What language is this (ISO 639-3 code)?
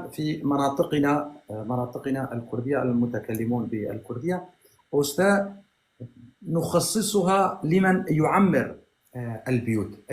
apc